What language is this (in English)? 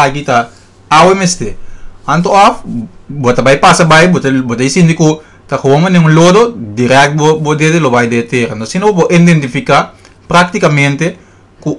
Papiamento